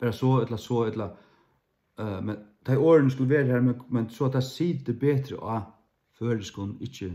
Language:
Faroese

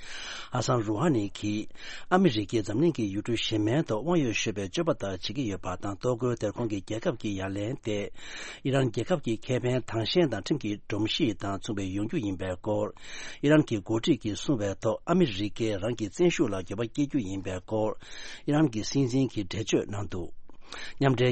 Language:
Tibetan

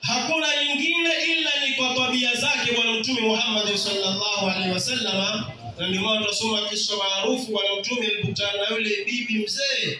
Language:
Swahili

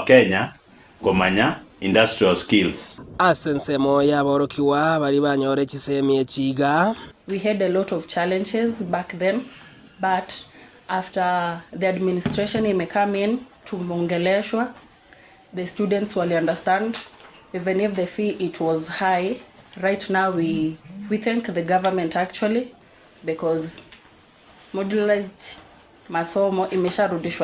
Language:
Gusii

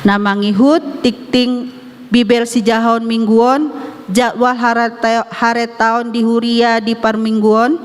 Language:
Batak Toba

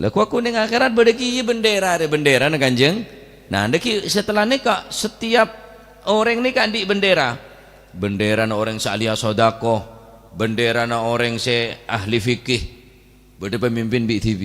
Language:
Madurese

